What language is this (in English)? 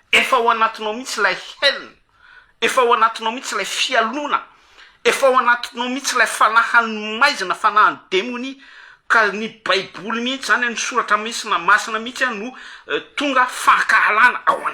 Malagasy